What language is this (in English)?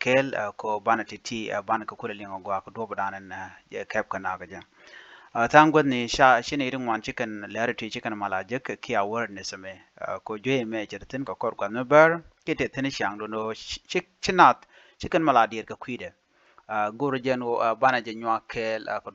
Nuer